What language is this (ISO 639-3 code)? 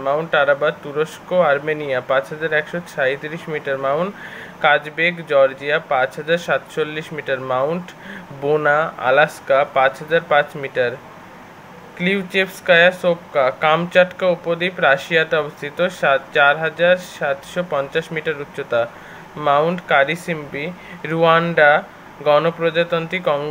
ben